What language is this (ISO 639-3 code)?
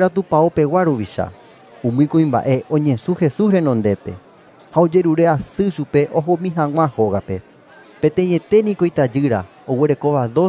grn